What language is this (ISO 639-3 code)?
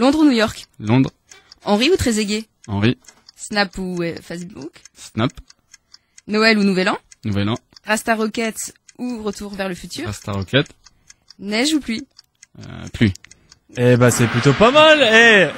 fra